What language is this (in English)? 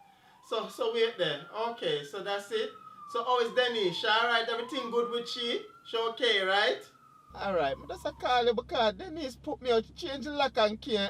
Jamaican Creole English